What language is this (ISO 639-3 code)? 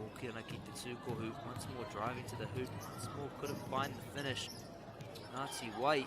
mri